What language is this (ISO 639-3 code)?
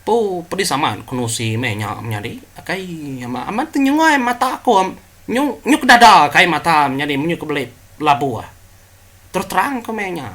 iba